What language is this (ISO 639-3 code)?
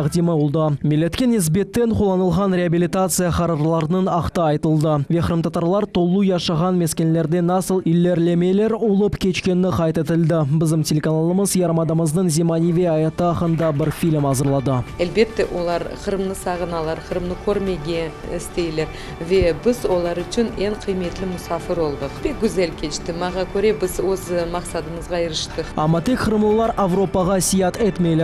crh